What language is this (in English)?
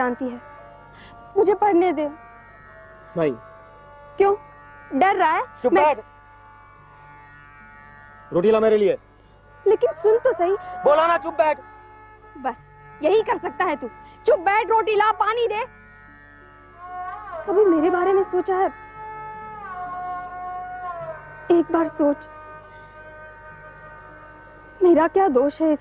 Hindi